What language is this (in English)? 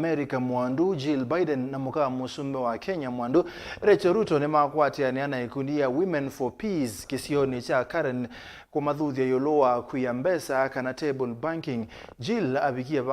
Kamba